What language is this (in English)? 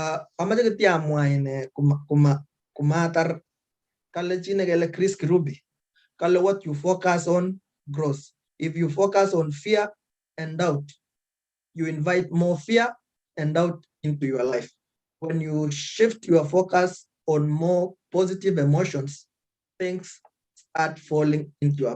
Kalenjin